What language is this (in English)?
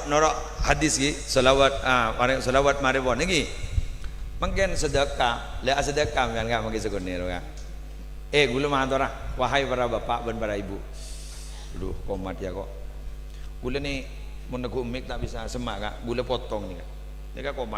Madurese